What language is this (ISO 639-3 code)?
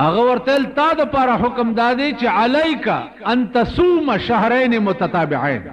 pus